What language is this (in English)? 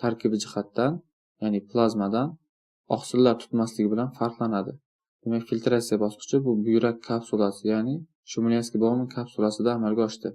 Uzbek